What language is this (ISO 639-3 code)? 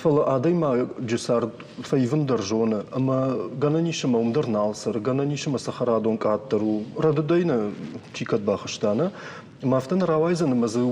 oss